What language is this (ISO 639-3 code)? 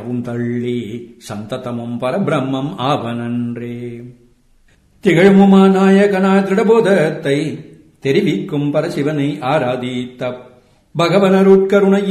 tam